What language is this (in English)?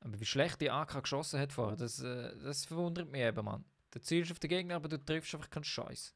Swiss German